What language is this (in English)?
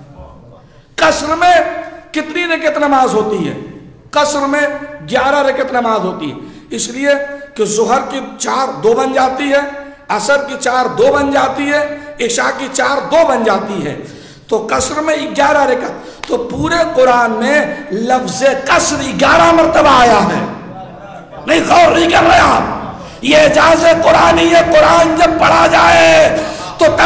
Urdu